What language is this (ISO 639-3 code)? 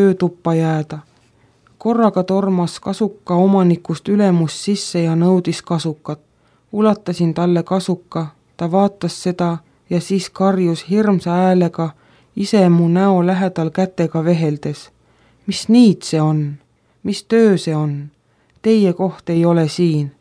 est